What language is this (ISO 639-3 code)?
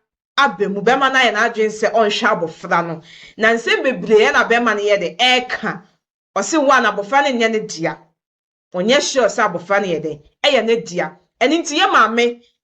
aka